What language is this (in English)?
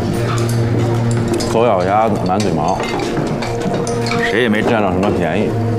Chinese